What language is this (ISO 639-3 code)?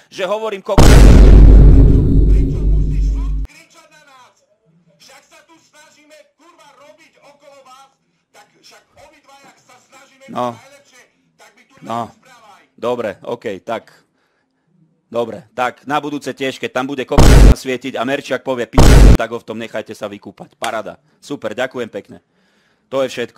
slk